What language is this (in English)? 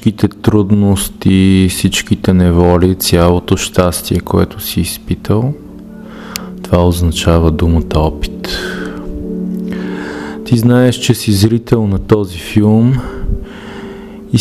Bulgarian